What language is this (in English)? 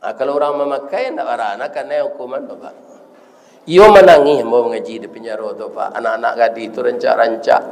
Minangkabau